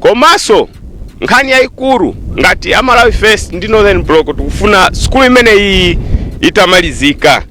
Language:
Nyanja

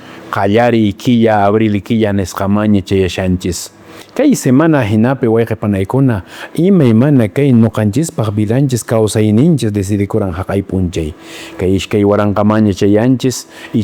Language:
Quechua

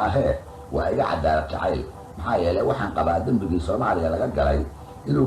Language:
Somali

